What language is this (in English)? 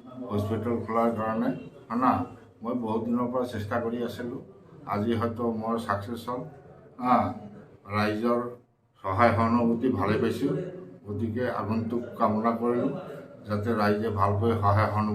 Assamese